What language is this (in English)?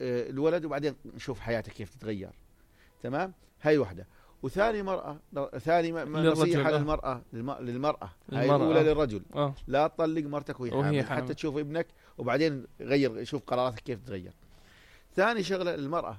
North Levantine Arabic